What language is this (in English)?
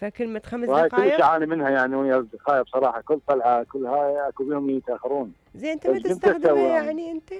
Mesopotamian Arabic